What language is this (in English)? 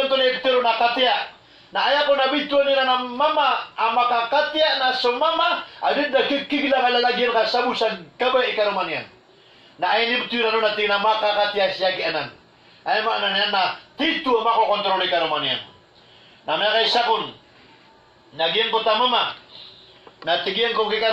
Maranao